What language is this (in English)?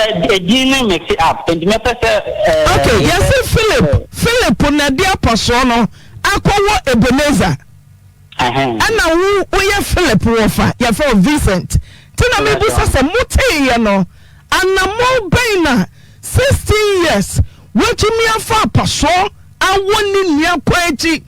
Akan